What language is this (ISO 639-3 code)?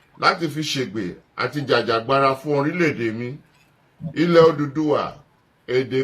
yor